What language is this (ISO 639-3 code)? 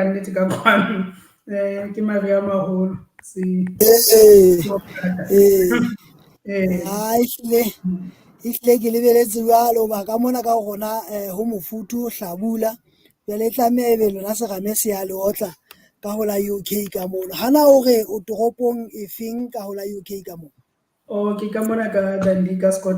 sot